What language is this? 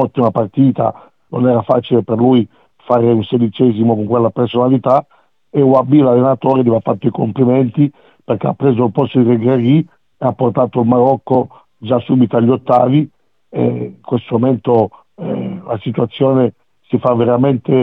Italian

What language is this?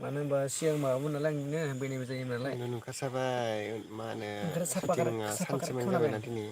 Bodo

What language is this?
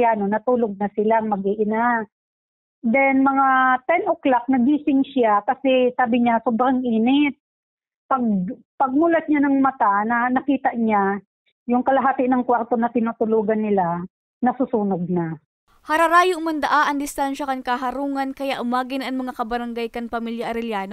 Bikol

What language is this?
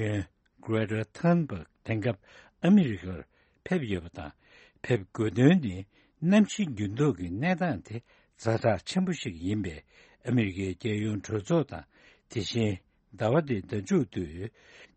Tibetan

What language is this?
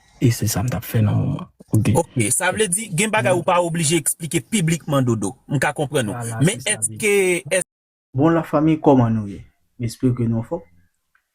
Haitian Creole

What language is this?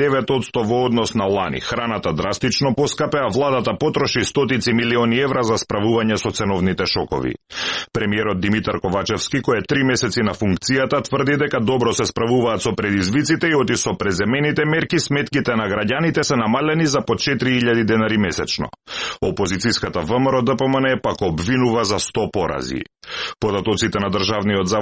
Macedonian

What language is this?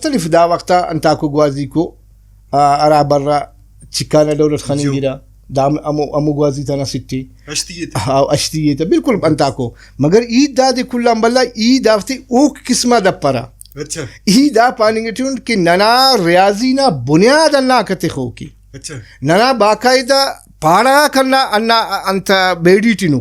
Brahui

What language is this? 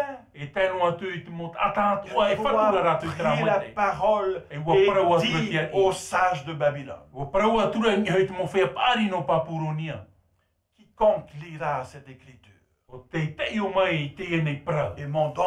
Tahitian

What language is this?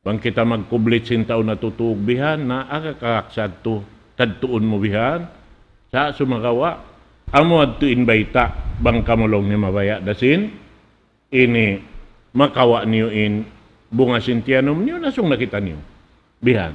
Tausug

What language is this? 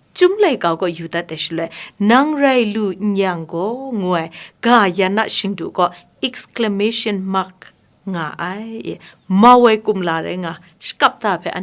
Kachin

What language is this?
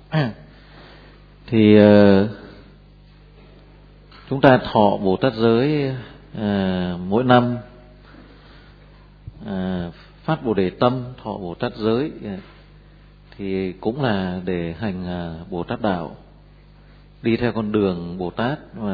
Vietnamese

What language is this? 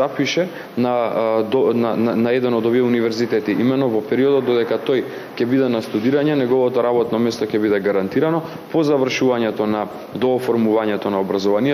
Macedonian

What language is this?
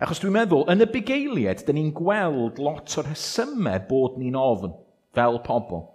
Welsh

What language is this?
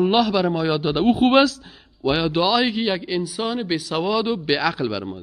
Persian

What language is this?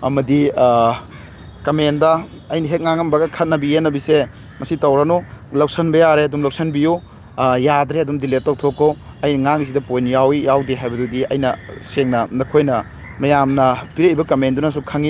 Manipuri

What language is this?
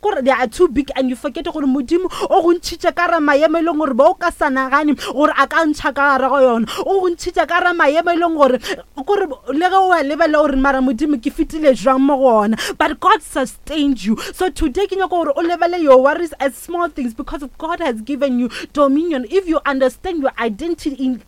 Northern Sotho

